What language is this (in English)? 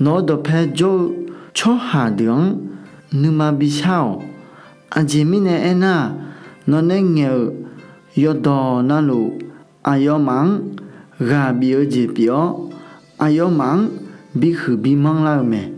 Akha